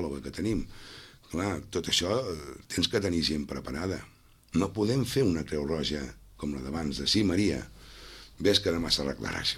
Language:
Catalan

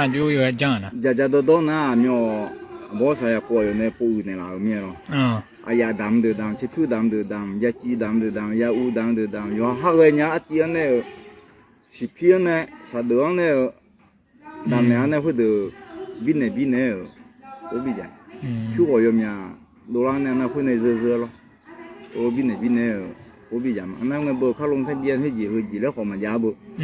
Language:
Akha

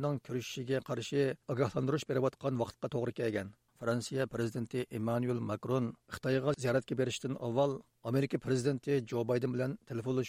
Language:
Uyghur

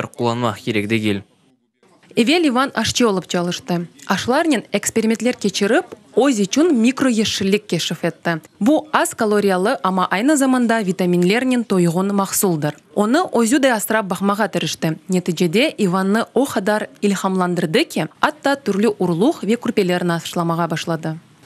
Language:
Crimean Tatar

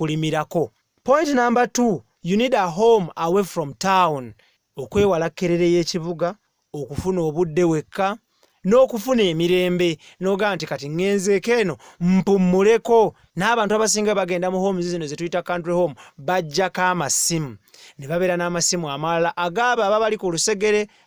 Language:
Ganda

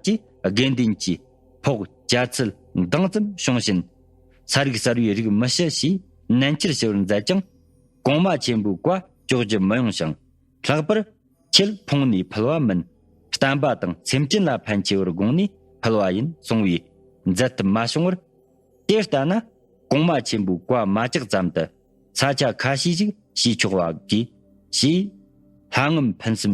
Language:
Tibetan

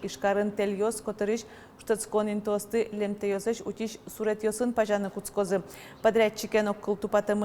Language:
Udmurt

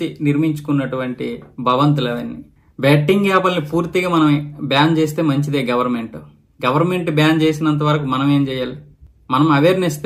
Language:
Telugu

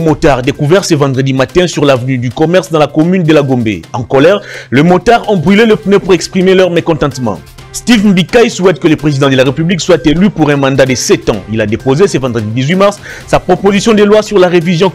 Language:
French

